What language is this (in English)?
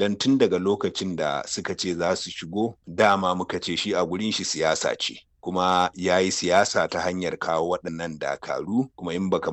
Hausa